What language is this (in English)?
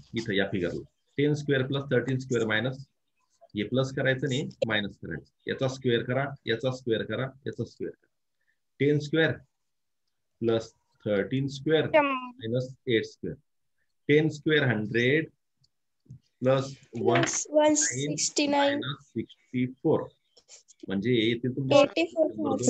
Marathi